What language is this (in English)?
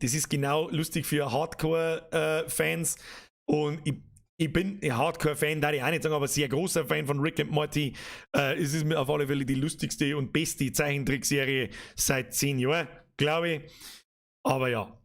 Bavarian